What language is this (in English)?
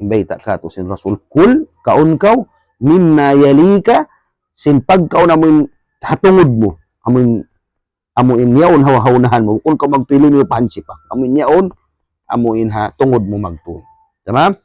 Tausug